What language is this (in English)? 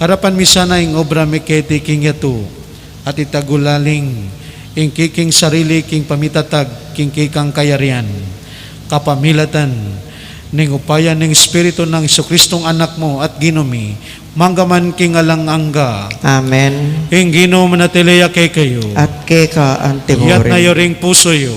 Pampanga